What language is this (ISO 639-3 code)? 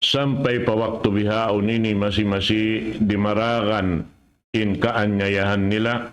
tsg